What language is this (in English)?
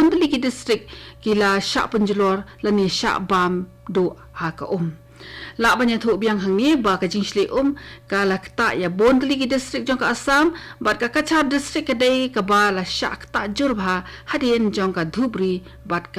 Khasi